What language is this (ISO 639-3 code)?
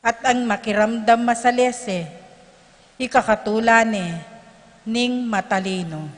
pam